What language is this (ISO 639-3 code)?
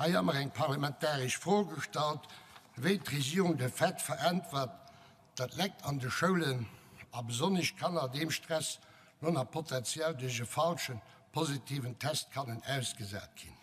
ltz